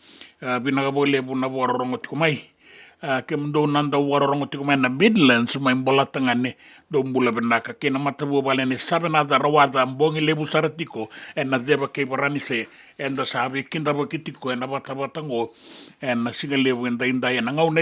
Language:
Fijian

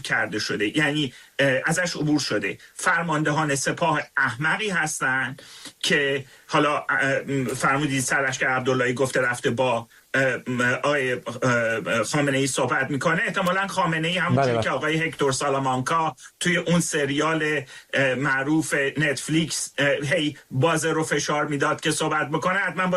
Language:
Persian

